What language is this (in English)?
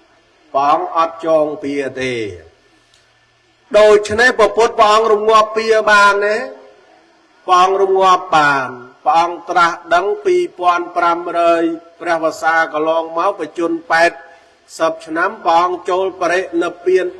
Khmer